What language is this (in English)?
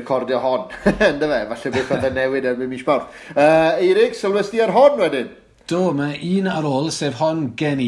Welsh